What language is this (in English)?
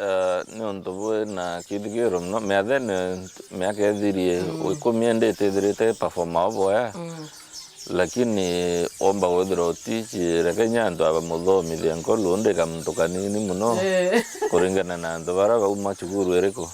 Meru